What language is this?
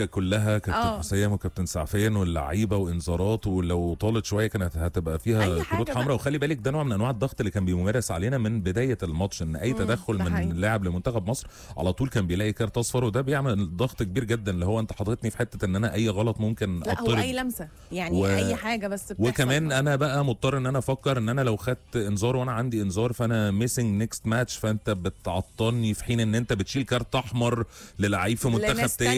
Egyptian Arabic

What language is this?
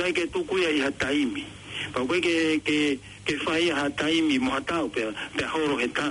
Tongan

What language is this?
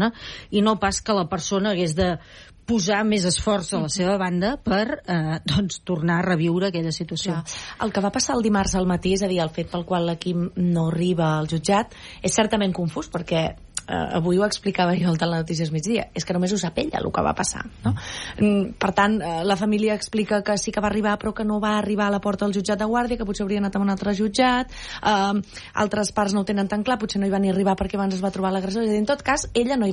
Catalan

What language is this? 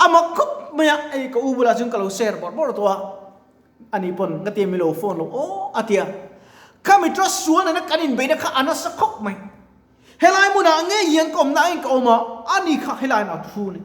Mizo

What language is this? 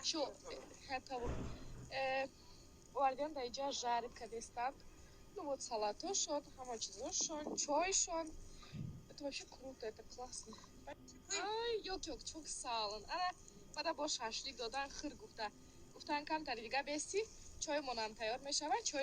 Tajik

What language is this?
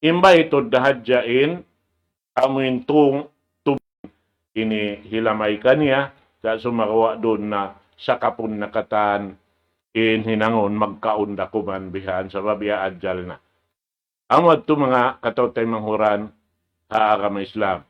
Tausug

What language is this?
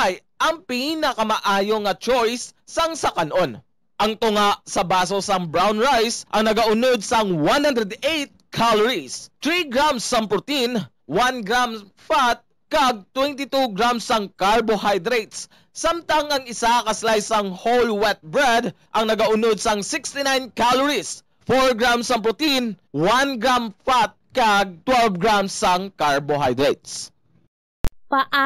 Hiligaynon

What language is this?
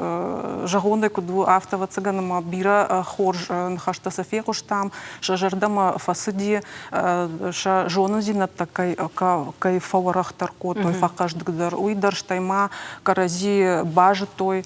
Ossetic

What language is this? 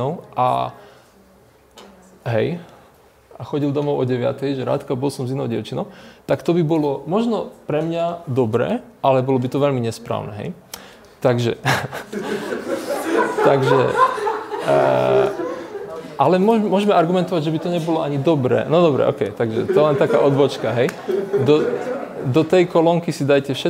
Slovak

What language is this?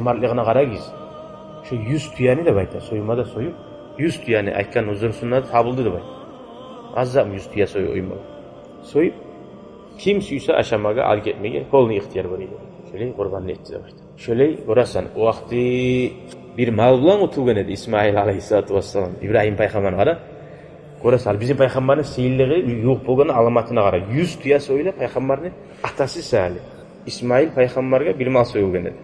Kumyk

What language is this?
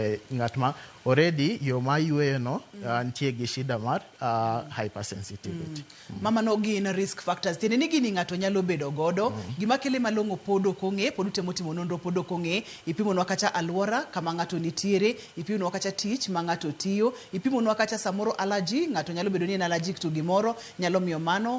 Luo (Kenya and Tanzania)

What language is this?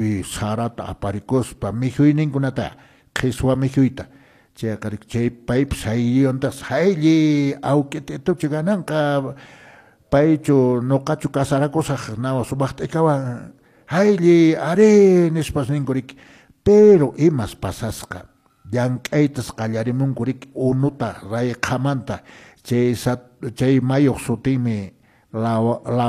Quechua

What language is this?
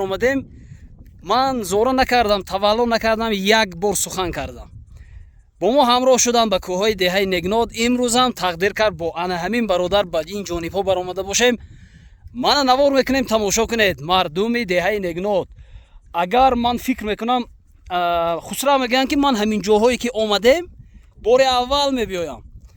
Tajik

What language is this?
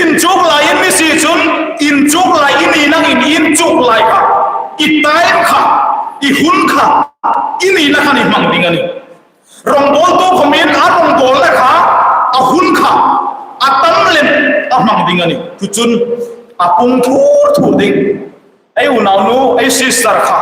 Hmar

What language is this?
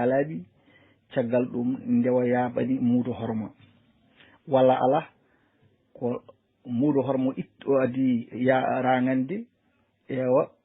Fula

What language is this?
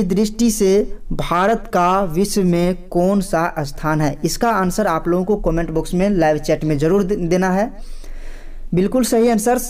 Hindi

